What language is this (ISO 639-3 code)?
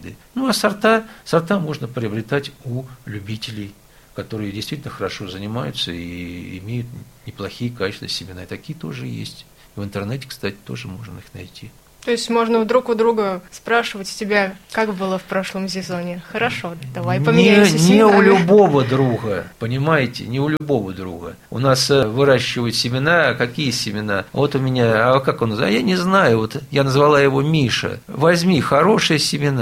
rus